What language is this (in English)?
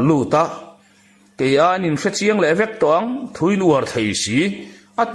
Mizo